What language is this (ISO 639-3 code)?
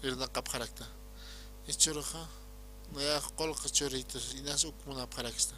aym